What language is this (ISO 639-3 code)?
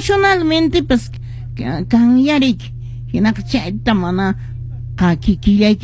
que